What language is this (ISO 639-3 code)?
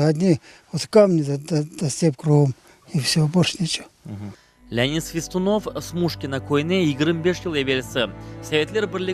crh